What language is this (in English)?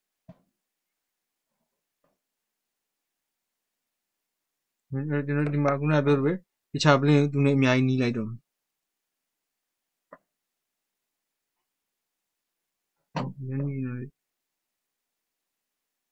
Burmese